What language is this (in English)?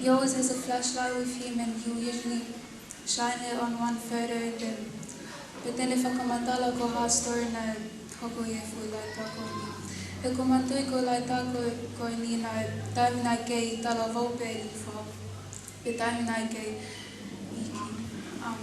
Tongan